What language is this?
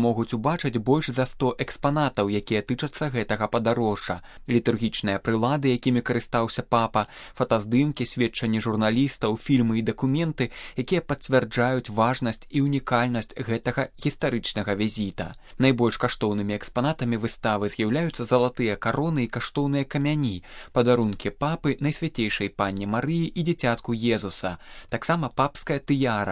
Belarusian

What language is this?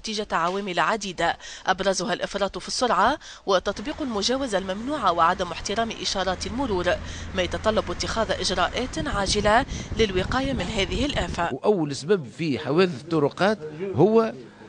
Tunisian Arabic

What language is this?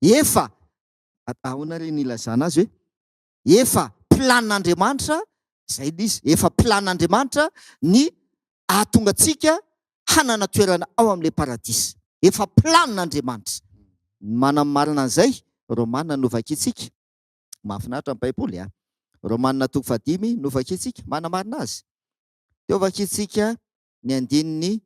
Malagasy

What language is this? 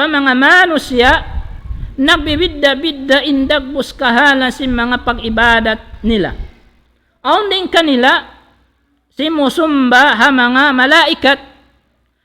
Tausug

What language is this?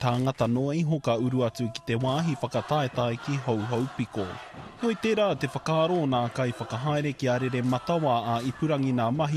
Māori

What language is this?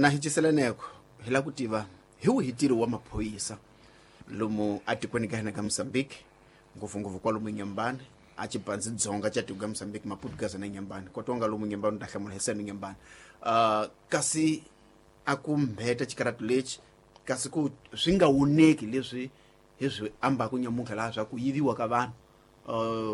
Tsonga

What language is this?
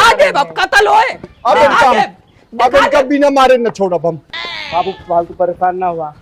Awadhi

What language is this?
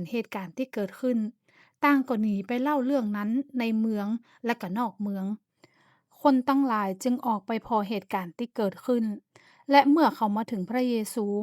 Northern Thai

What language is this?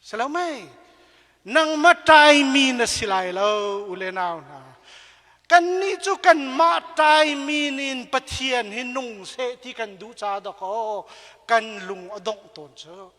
Hakha Chin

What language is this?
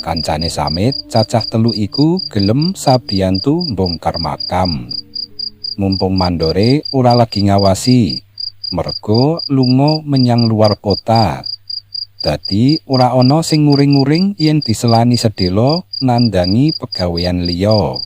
Javanese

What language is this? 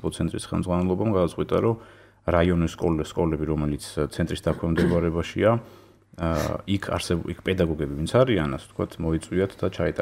Georgian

